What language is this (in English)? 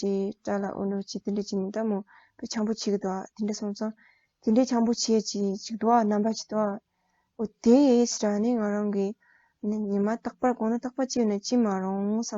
Tibetan